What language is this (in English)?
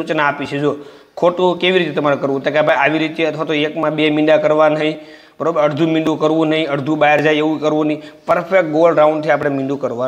Gujarati